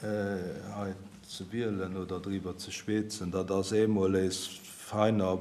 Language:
Luxembourgish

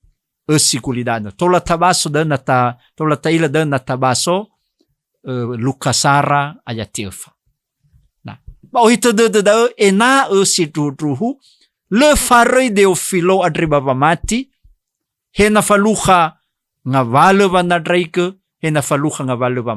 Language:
Nias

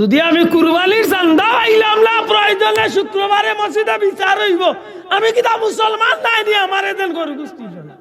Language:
Sylheti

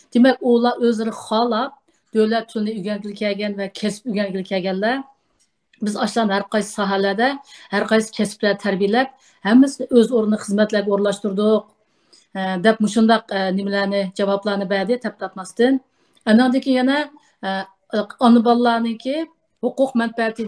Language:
Uyghur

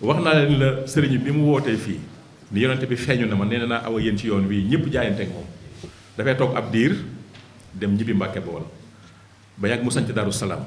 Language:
Wolof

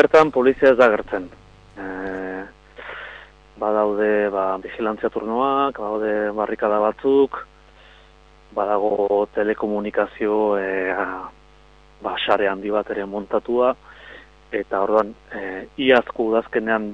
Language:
Basque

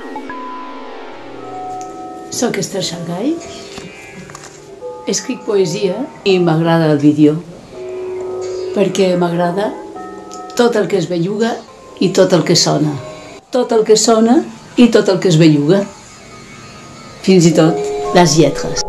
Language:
Catalan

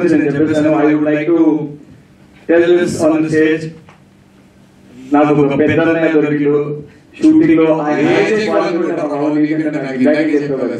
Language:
Telugu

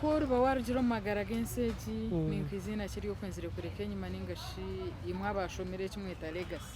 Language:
Nyankole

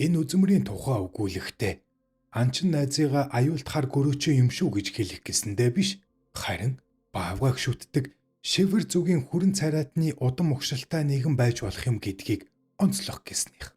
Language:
Mongolian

